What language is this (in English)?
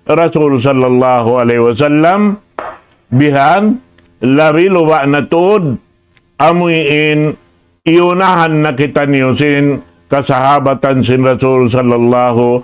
Tausug